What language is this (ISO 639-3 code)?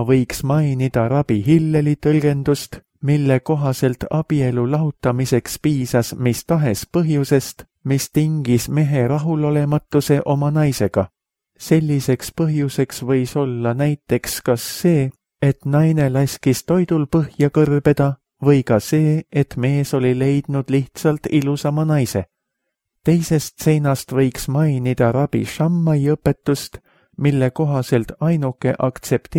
est